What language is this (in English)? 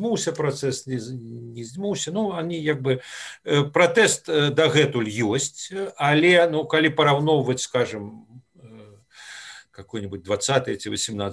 Belarusian